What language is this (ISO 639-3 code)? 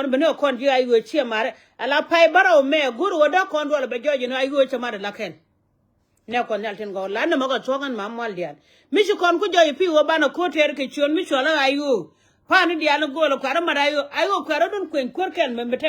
nus